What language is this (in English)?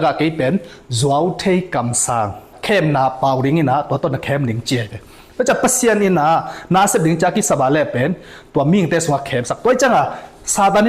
Tedim Chin